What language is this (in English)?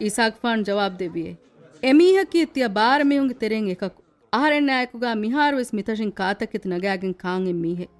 Divehi